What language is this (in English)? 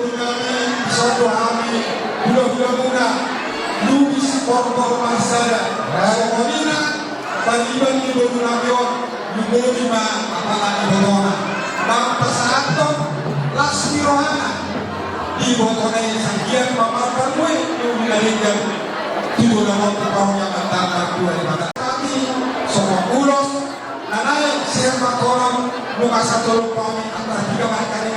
Batak Toba